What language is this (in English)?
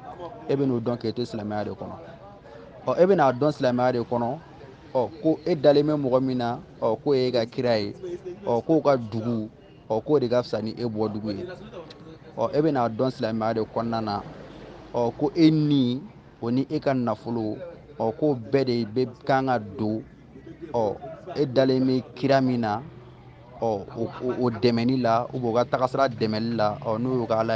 Bambara